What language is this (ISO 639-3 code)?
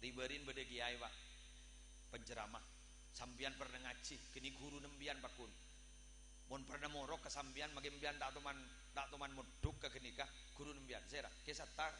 mad